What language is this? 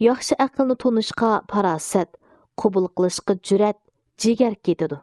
Uyghur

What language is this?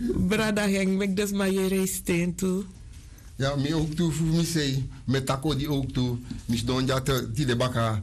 Sranan Tongo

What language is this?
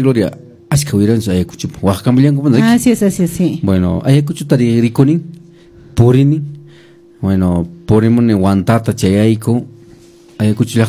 Quechua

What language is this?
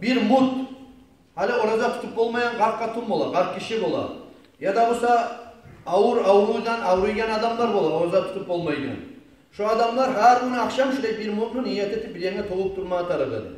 Kumyk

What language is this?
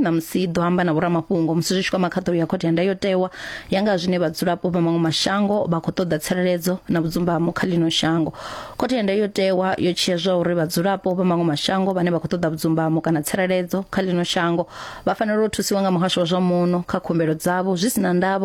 Venda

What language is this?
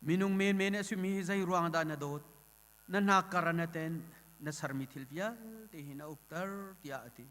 Hakha Chin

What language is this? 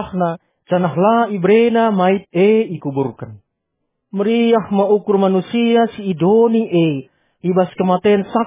Batak Karo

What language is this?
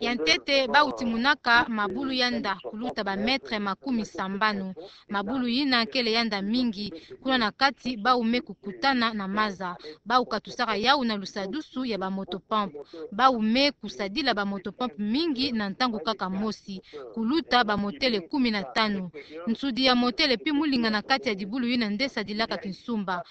Kituba (Democratic Republic of Congo)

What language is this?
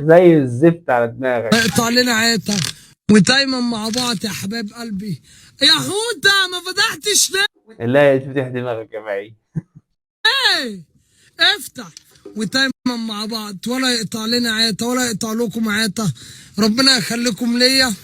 Egyptian Arabic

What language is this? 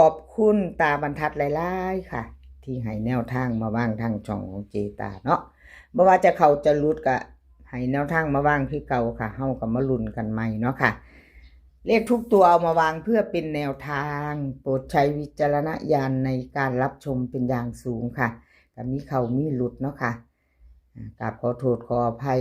Northeastern Thai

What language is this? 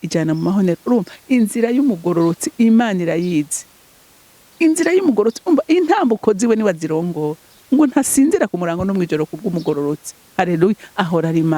Rundi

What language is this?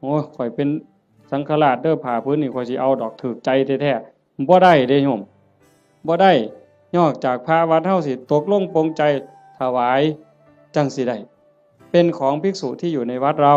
Northeastern Thai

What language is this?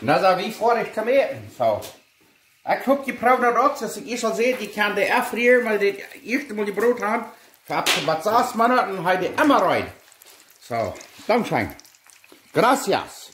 Plautdietsch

